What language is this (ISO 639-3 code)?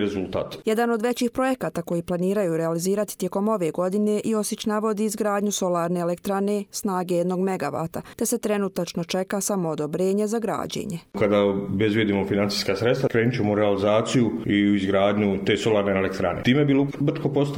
hrv